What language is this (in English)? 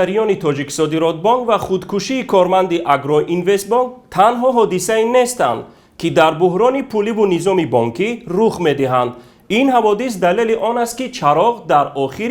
Tajik